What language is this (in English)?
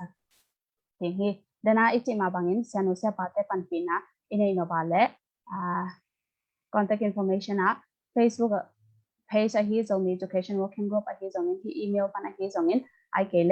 Tedim Chin